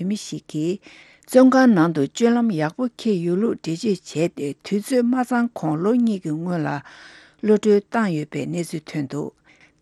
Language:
Tibetan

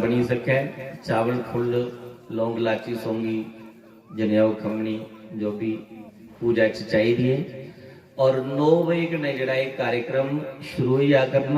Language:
Dogri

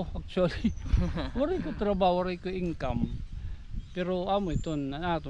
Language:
Waray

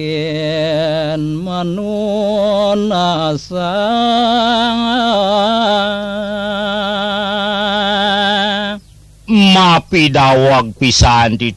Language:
Balinese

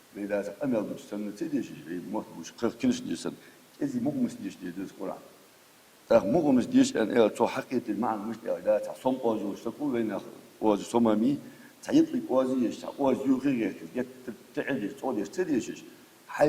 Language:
Ingush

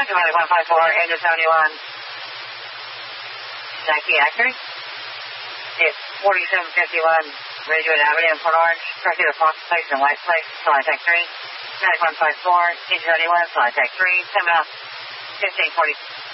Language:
English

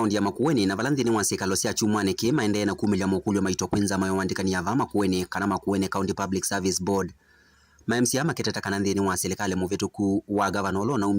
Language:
Kamba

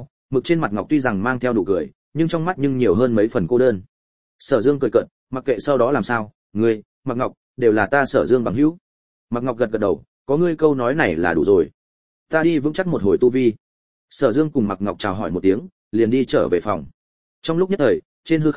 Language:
Vietnamese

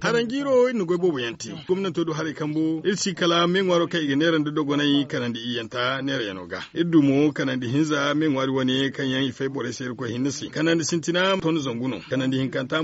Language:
Zarma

